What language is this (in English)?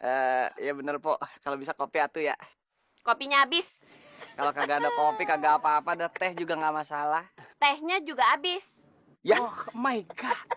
Betawi